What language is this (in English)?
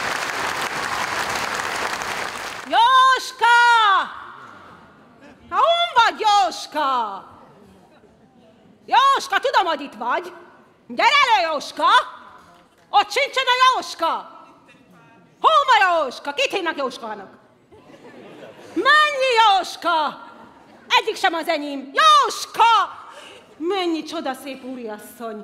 Hungarian